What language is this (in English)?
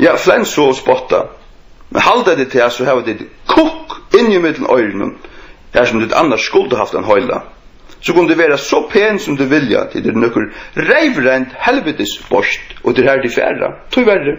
Faroese